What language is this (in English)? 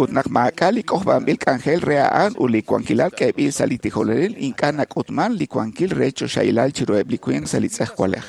Kekchí